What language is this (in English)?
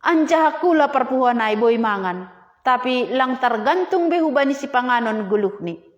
Batak Simalungun